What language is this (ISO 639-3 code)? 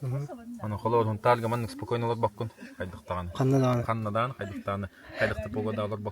sah